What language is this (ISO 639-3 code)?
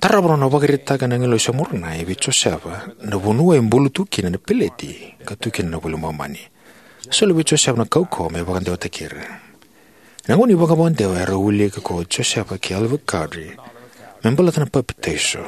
fij